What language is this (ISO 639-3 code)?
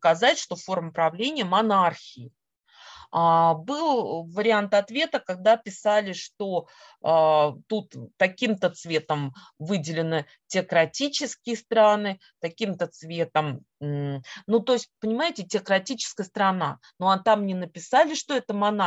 rus